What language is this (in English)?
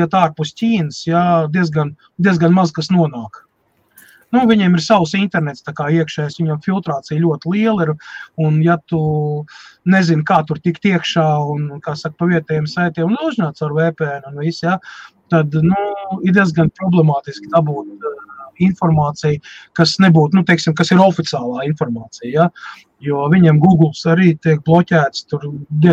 Latvian